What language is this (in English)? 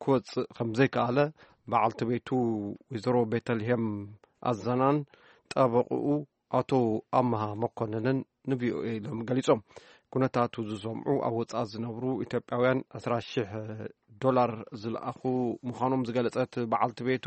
Tigrinya